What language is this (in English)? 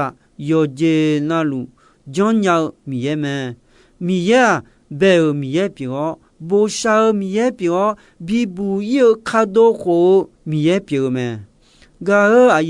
Akha